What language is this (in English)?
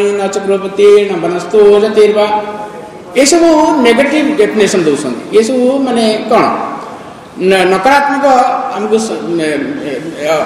Odia